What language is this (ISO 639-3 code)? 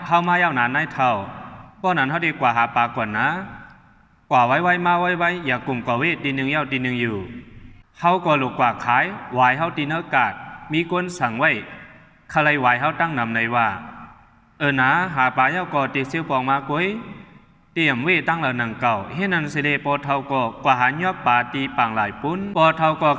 shn